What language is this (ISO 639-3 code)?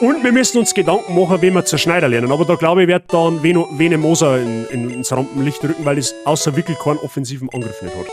bar